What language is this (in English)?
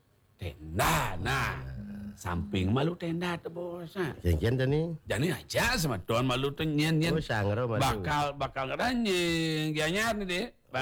Balinese